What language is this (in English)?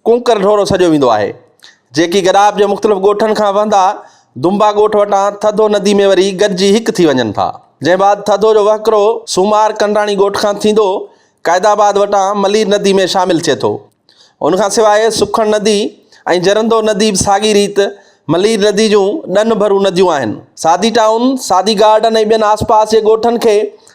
Sindhi